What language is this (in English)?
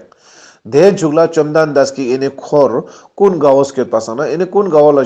Ladakhi